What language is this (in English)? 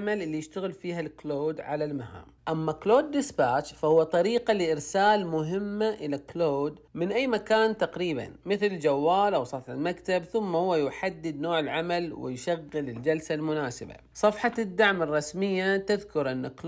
Najdi Arabic